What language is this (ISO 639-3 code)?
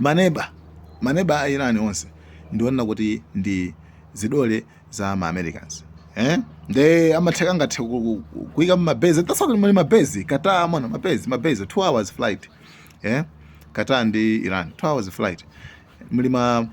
nya